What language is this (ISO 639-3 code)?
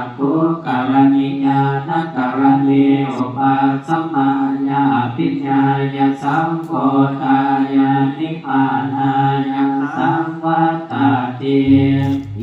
pli